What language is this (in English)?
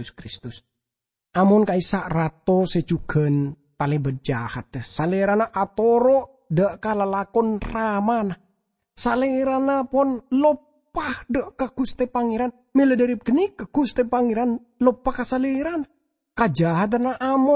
Madurese